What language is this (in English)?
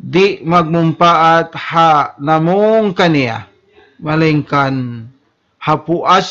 Tausug